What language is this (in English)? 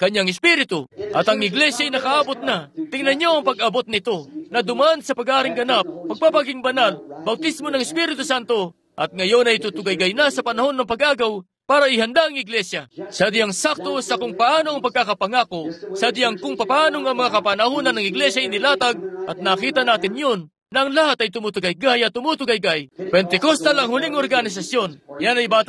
Filipino